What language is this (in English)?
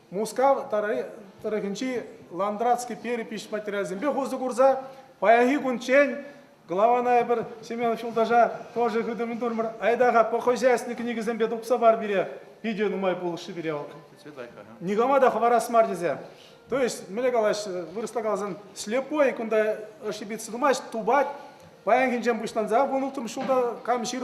Chuvash